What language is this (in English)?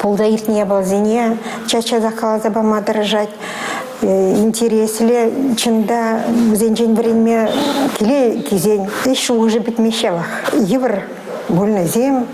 Chuvash